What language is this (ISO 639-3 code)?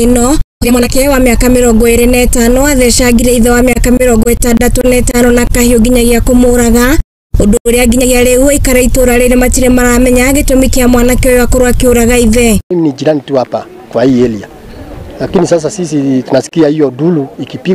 kik